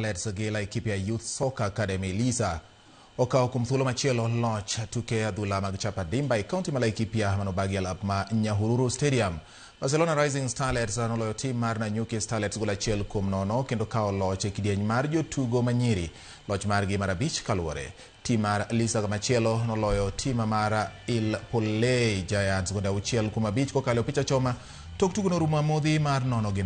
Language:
Luo (Kenya and Tanzania)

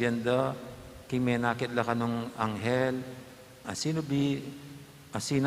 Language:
Pampanga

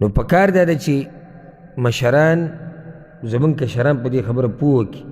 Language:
Pashto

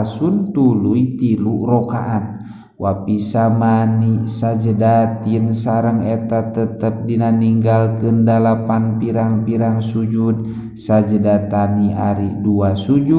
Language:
Sundanese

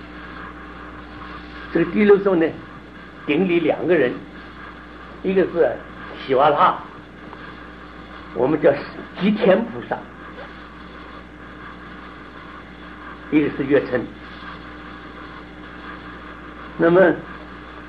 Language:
Chinese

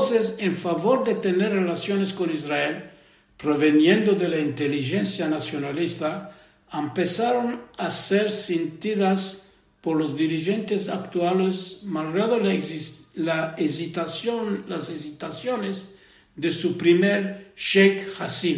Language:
Ladino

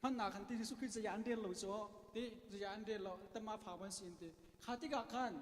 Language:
Hakha Chin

